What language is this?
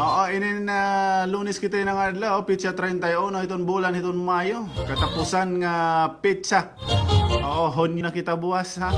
Waray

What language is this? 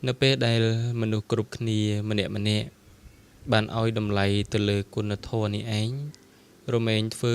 Khmer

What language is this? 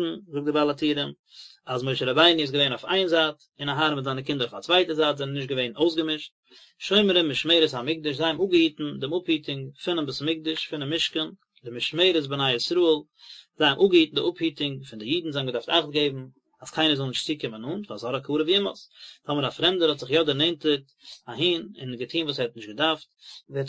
Yiddish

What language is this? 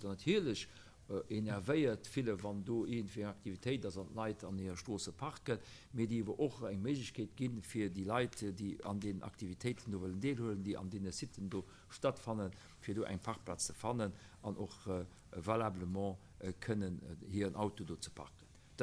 Luxembourgish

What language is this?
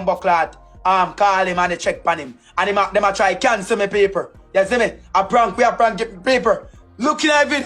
Jamaican Creole English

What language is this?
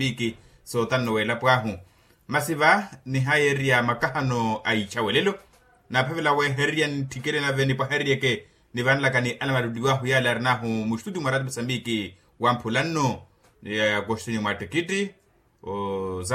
Makhuwa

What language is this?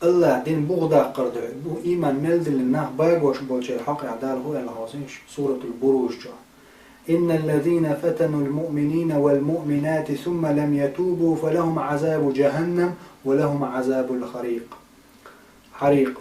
Chechen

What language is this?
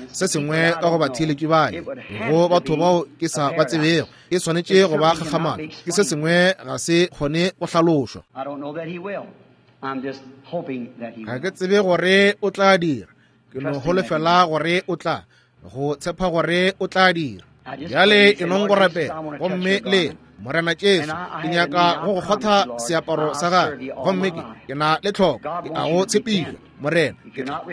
Northern Sotho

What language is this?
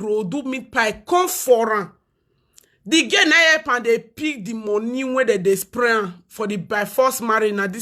Nigerian Pidgin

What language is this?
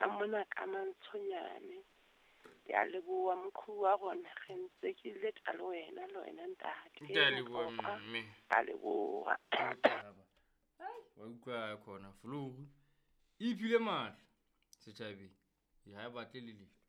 Southern Sotho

